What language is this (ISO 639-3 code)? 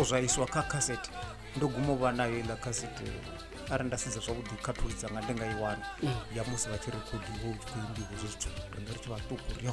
ven